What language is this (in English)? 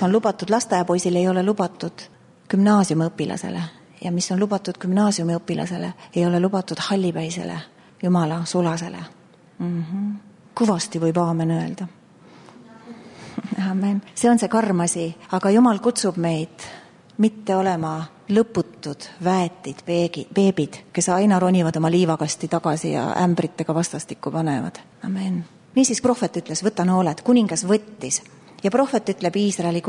Estonian